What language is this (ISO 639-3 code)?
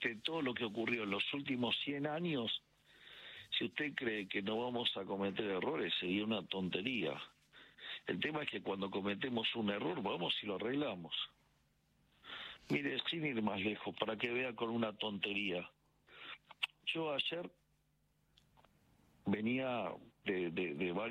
spa